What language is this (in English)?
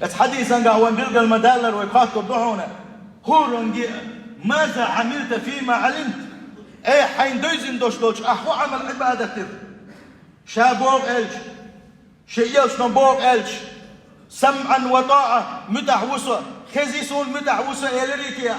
Chechen